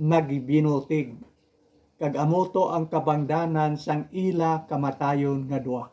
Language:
Hiligaynon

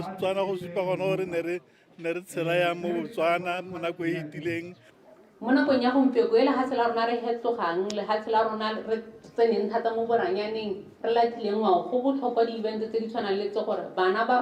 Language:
Tswana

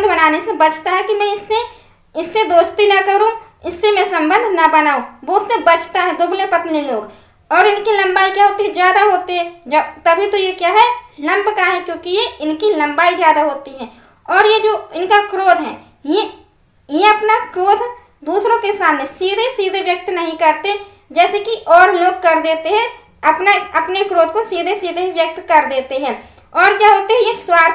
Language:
Hindi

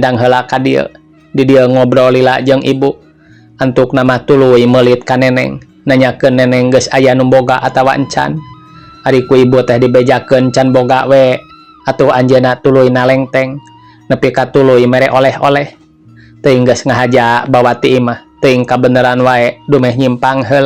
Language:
Sundanese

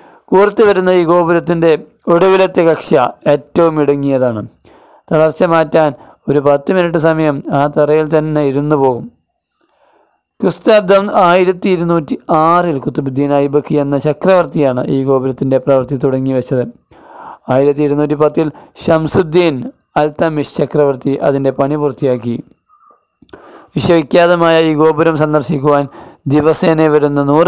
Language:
Malayalam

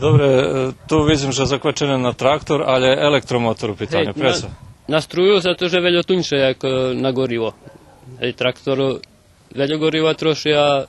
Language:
Rusyn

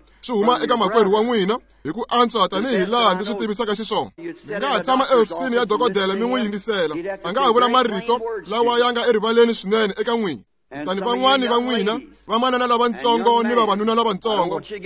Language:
Tsonga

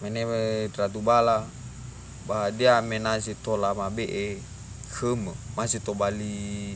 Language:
Nias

